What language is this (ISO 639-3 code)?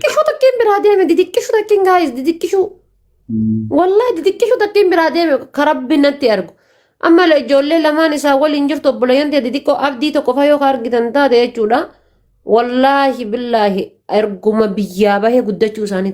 orm